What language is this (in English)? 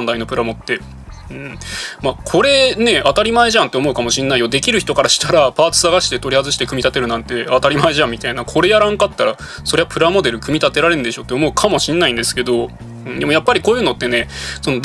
Japanese